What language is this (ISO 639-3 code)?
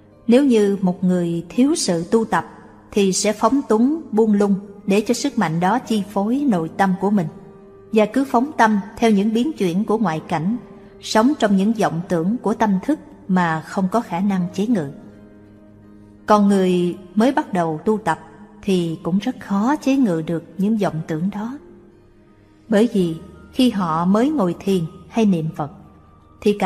vie